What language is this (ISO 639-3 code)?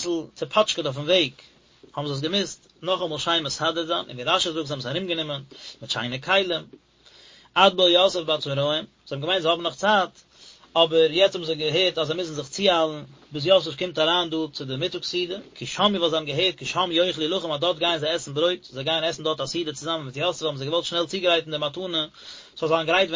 yid